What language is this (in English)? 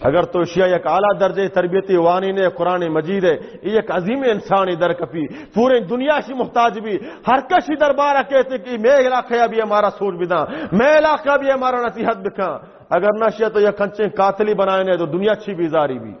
Baluchi